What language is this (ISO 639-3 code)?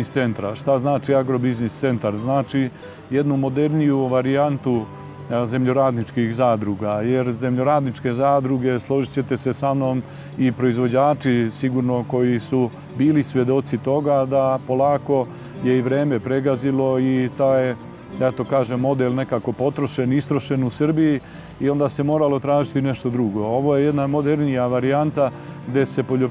srp